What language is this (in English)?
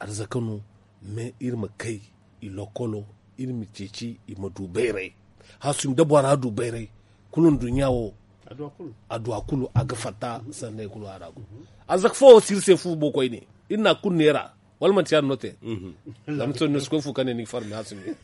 Zarma